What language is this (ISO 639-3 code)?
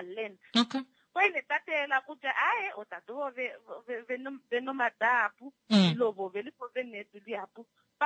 kua